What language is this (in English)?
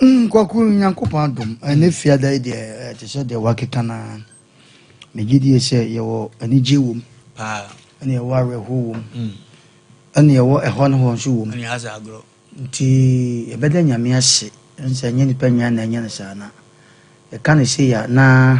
Akan